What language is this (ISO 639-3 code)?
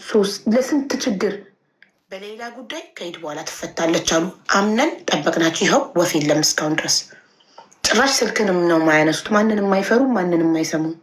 amh